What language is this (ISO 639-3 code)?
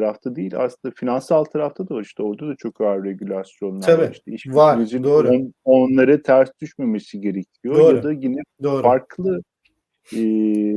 tur